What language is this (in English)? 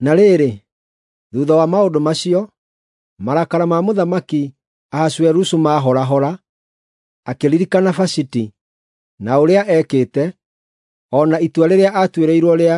Kikuyu